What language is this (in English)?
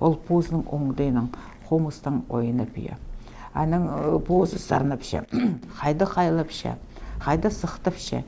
Khakas